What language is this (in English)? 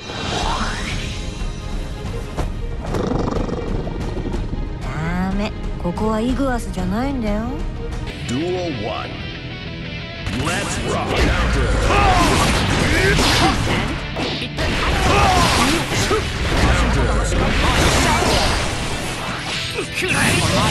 Japanese